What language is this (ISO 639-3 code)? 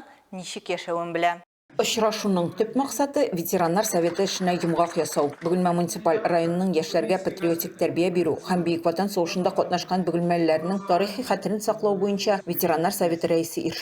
tat